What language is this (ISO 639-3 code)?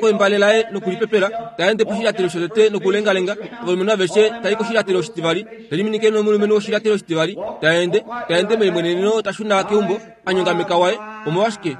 kua